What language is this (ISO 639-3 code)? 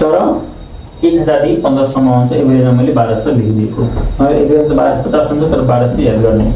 nep